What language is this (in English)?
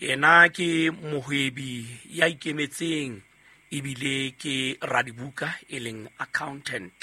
Southern Sotho